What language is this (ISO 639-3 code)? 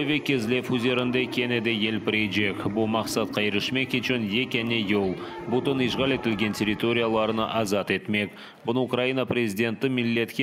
crh